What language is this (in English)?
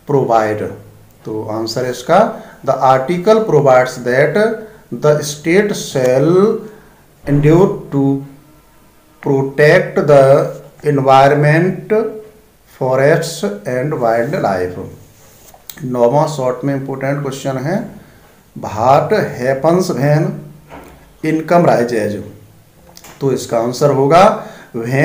Hindi